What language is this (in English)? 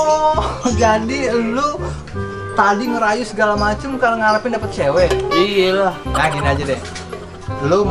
Betawi